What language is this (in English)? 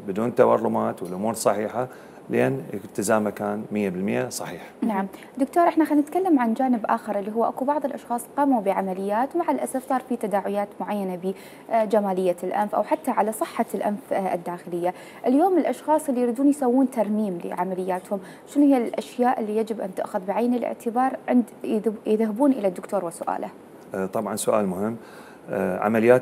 Mesopotamian Arabic